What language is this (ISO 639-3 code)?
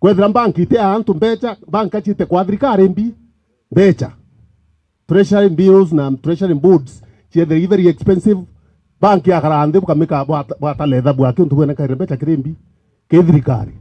mer